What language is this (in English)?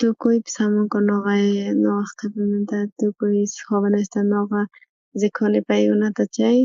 South Bolivian Quechua